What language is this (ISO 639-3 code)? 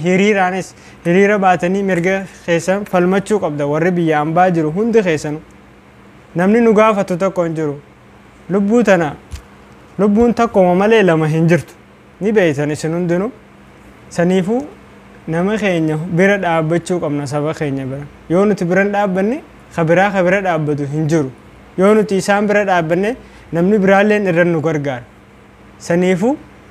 orm